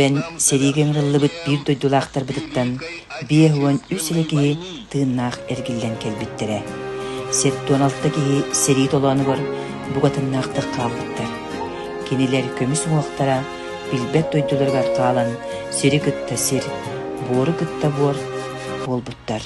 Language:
Yakut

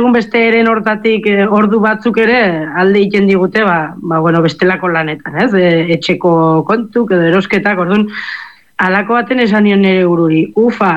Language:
Basque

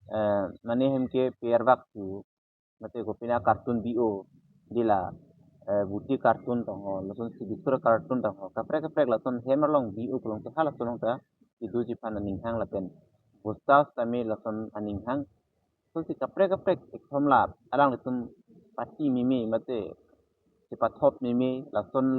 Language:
Karbi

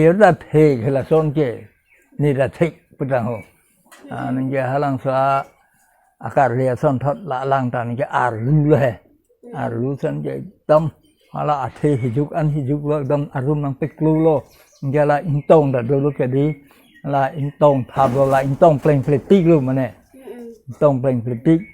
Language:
Karbi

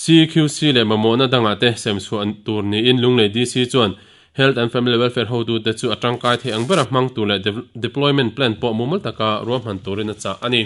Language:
Mizo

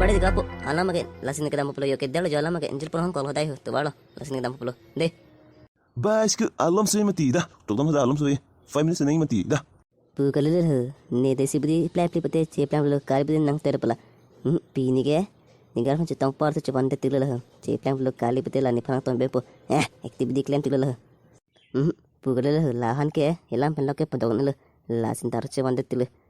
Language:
Karbi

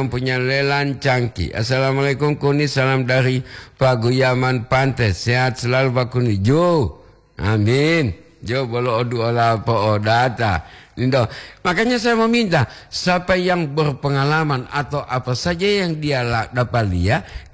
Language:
Gorontalo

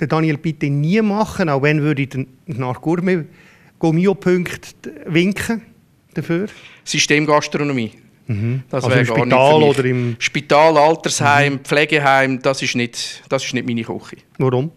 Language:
Swiss German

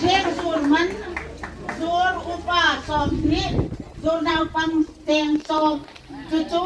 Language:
Hmar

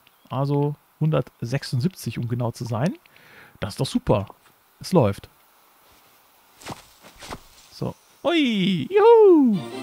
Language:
German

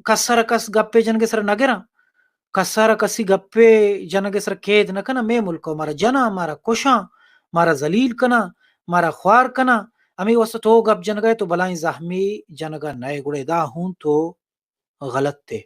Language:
Baluchi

